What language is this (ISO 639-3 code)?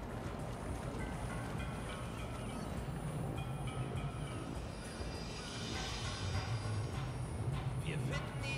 deu